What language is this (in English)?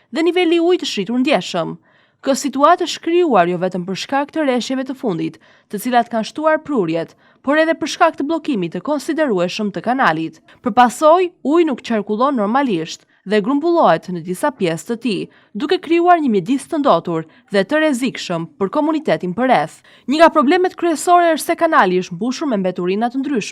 Albanian